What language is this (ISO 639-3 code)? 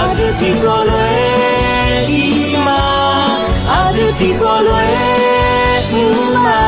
ahk